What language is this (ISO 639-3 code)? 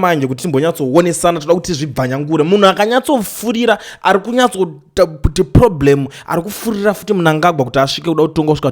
sna